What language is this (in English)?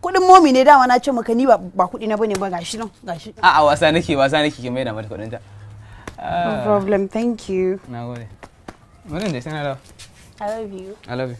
Hausa